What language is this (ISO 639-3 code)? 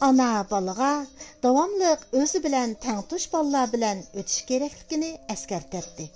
uig